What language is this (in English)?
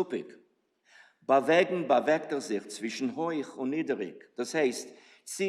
Yiddish